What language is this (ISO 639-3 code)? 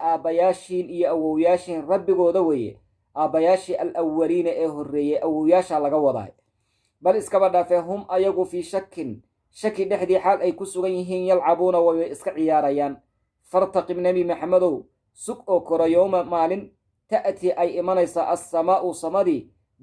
som